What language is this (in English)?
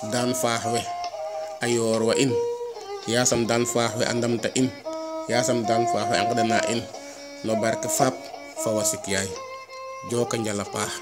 Serer